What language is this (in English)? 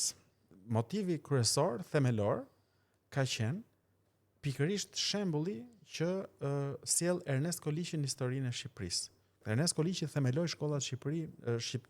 Albanian